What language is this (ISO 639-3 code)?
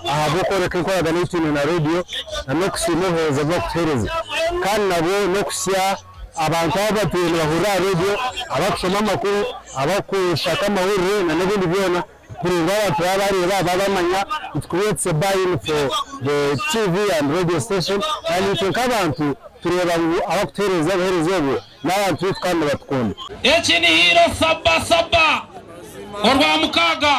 nyn